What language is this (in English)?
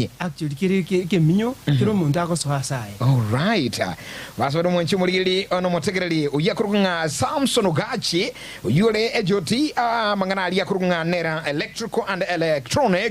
Gusii